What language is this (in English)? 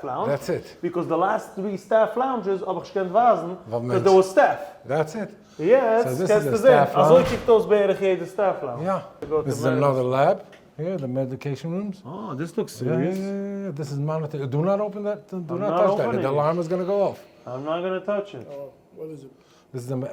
Yiddish